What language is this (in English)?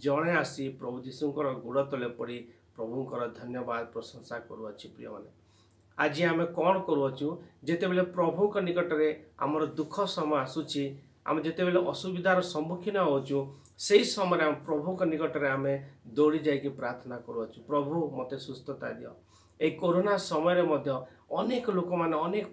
Odia